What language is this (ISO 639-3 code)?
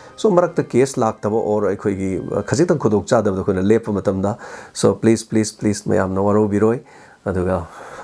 mni